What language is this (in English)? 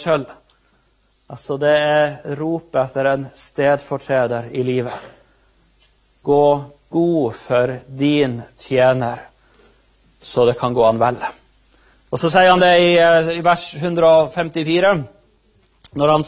Norwegian